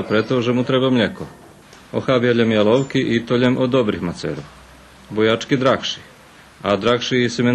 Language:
Rusyn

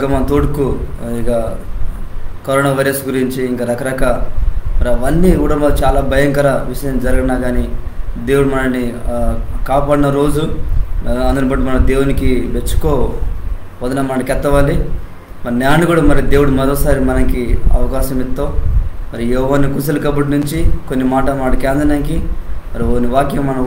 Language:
Koya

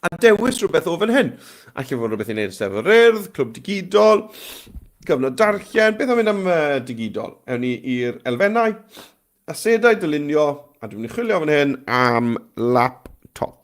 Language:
Welsh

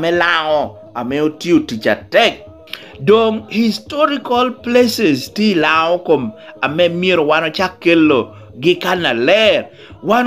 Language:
Lango (Uganda)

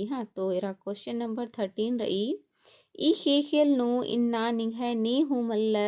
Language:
Kurukh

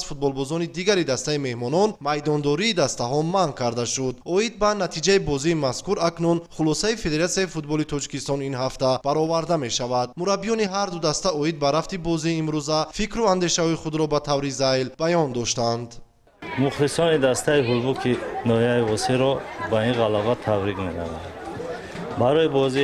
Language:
Tajik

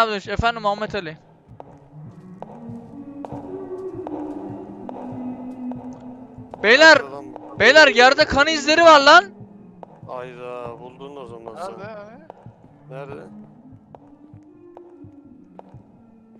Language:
Turkish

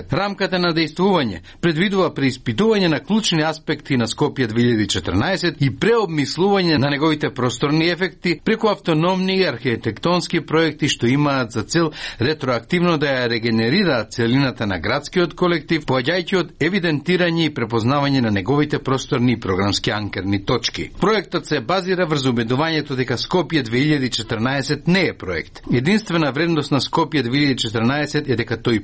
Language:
Macedonian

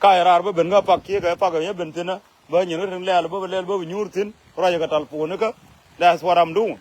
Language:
Nuer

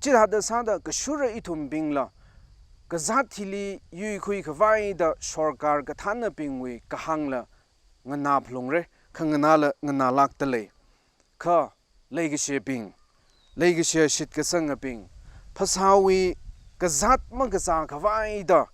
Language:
Tangkhul Naga (India)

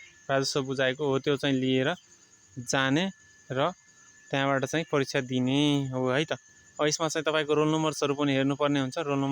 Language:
Nepali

